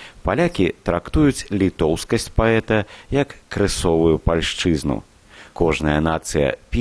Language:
Belarusian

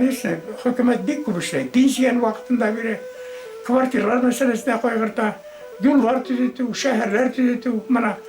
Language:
Bashkir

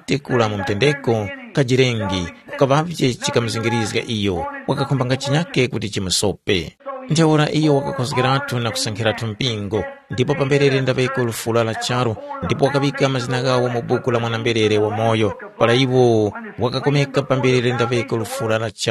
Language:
Tumbuka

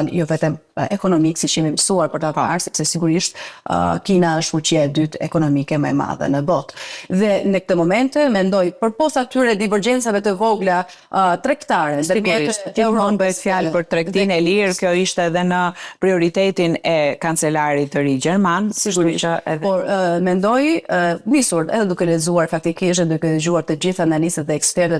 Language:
Albanian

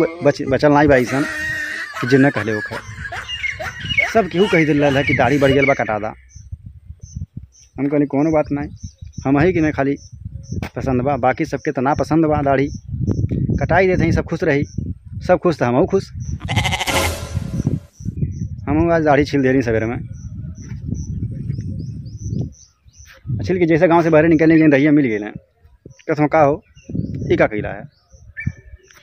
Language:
Bhojpuri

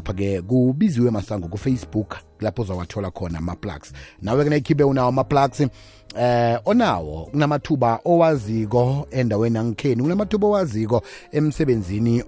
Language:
South Ndebele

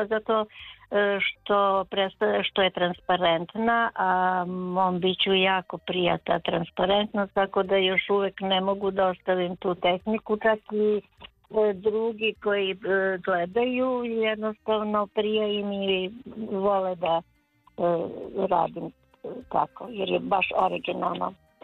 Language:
Serbian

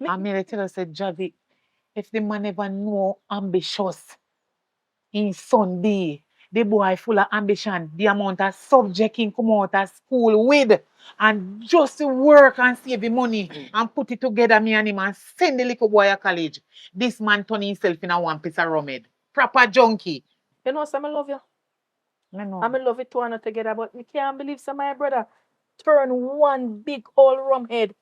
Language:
Jamaican Creole English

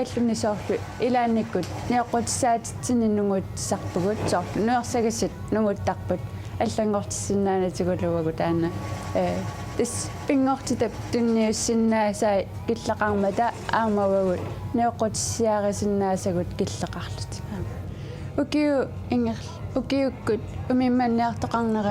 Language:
Kalaallisut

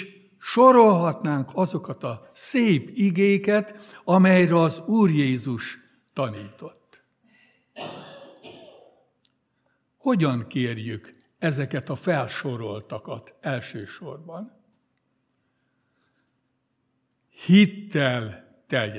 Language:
Hungarian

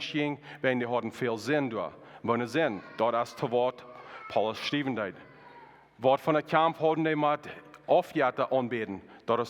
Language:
Plautdietsch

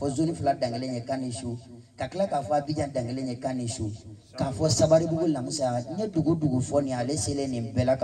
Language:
Bambara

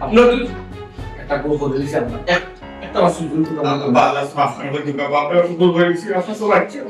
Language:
Sylheti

